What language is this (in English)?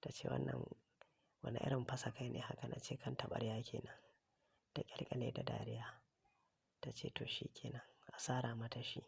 Hausa